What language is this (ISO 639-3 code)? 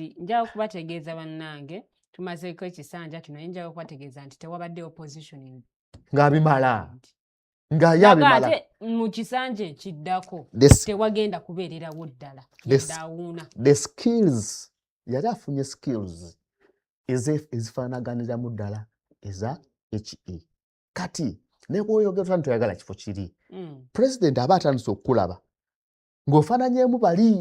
lug